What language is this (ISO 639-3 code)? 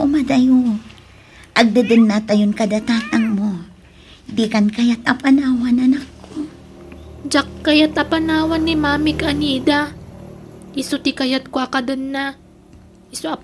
ilo